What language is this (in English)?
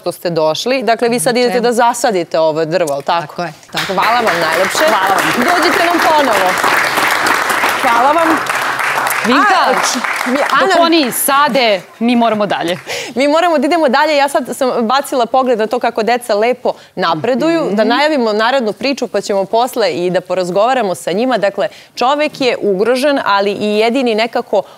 Serbian